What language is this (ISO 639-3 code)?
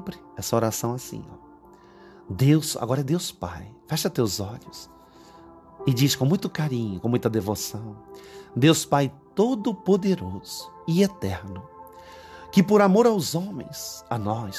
por